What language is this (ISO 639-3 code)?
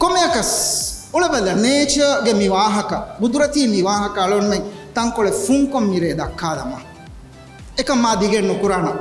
div